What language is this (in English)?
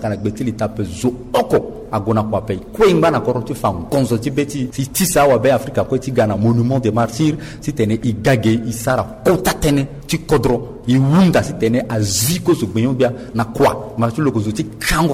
Sango